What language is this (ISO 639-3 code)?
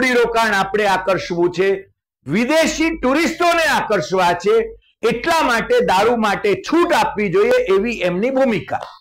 guj